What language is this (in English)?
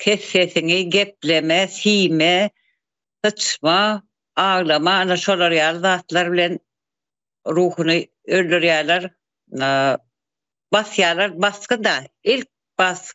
Turkmen